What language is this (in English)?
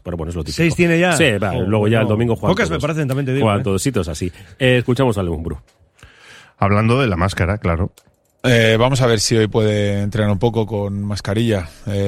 Spanish